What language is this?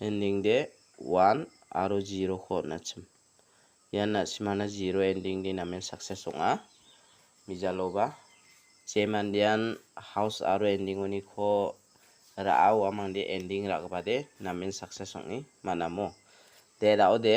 Garo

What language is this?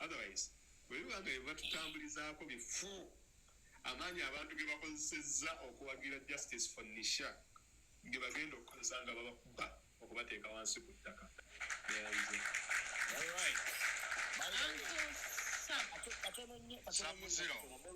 Ganda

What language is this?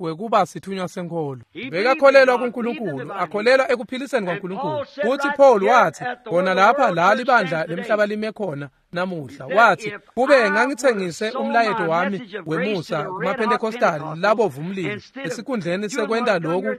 Swati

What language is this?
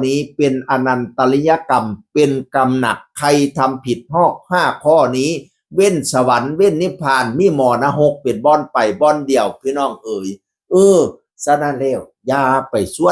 Northeastern Thai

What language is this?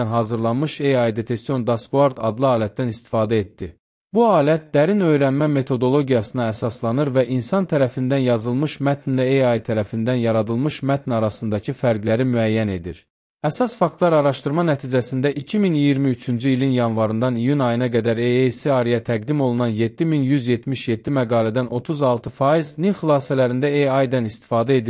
Azerbaijani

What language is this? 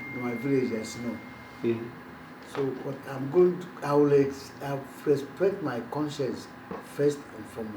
Igbo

